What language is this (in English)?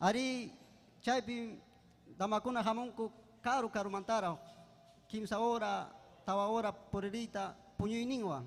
Ayacucho Quechua